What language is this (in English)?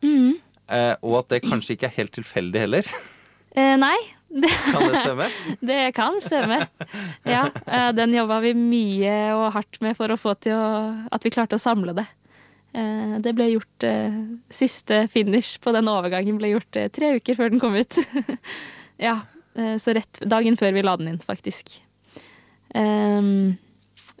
Norwegian